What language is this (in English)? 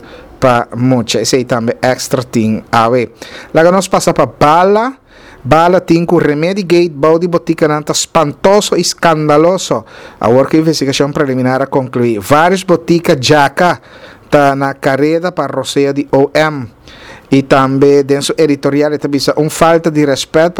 Papiamento